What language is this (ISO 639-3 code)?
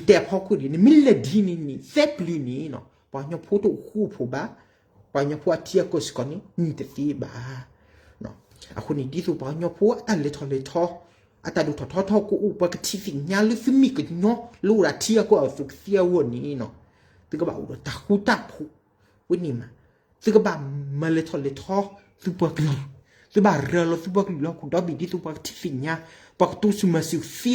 ksw